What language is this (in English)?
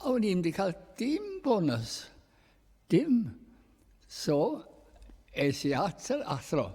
Welsh